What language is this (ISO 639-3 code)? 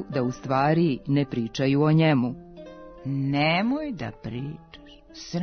srp